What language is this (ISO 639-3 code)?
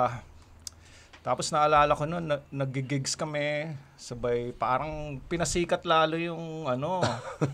fil